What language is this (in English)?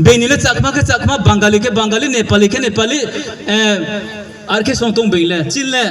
Riang (India)